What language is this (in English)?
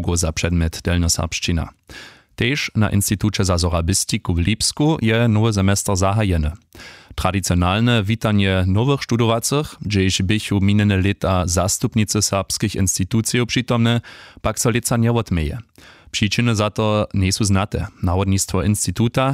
Upper Sorbian